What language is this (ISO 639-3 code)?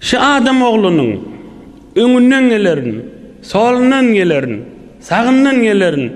tuk